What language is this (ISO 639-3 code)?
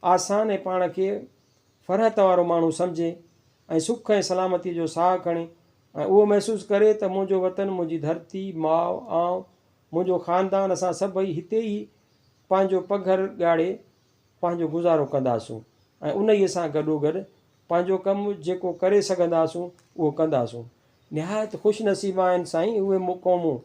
snd